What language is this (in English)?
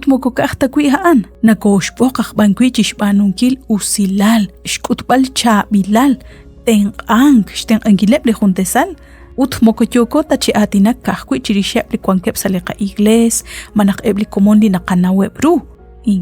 Kekchí